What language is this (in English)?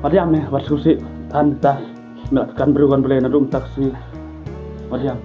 Khasi